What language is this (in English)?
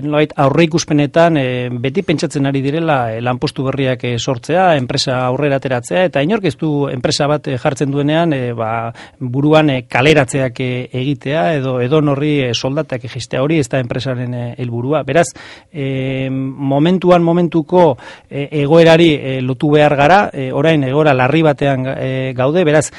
Basque